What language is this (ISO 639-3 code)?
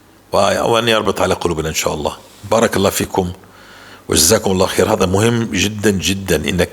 apc